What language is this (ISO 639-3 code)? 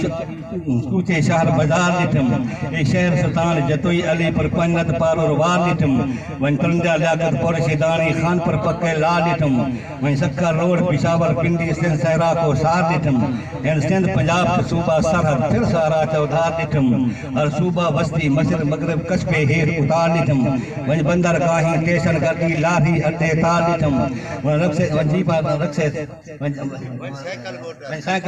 skr